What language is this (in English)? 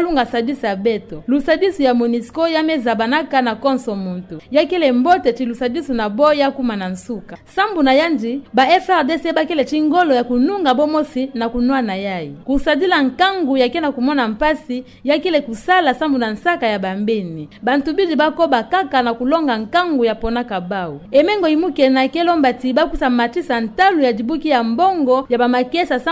Kituba (Democratic Republic of Congo)